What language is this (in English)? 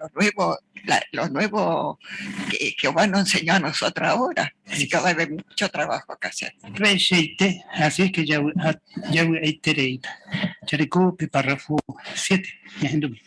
Guarani